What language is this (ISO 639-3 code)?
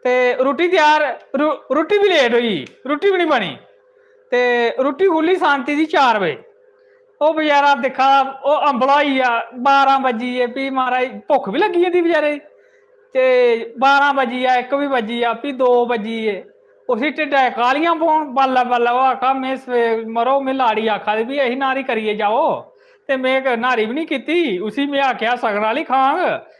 doi